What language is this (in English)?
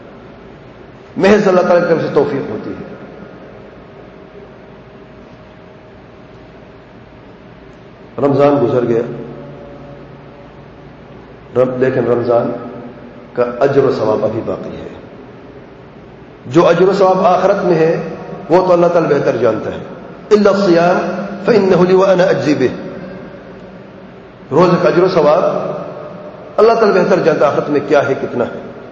Urdu